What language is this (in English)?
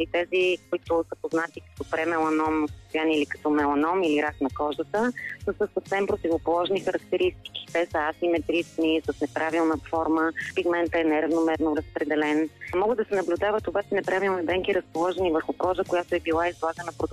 Bulgarian